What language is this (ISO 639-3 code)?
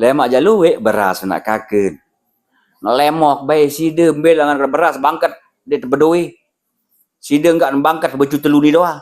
sas